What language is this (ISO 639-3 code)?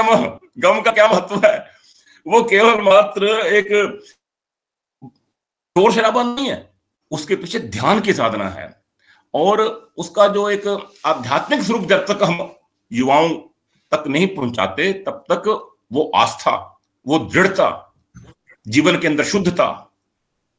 hin